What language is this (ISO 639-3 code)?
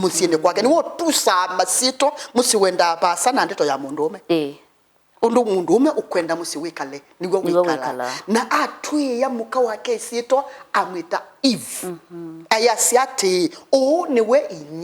kam